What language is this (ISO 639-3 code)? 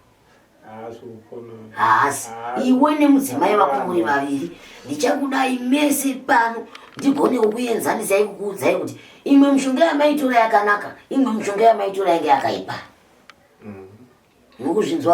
sna